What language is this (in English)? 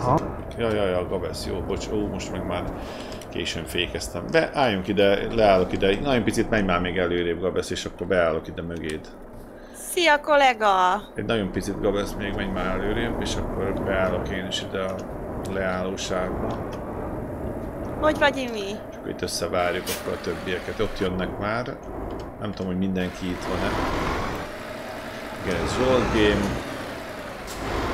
Hungarian